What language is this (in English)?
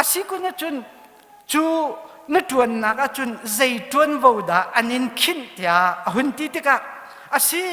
Hakha Chin